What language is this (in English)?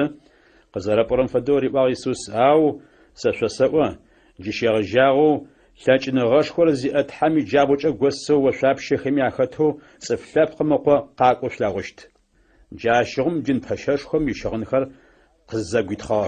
Adyghe